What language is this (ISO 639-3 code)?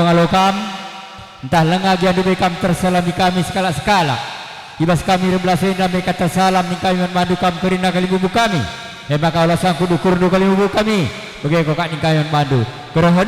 btx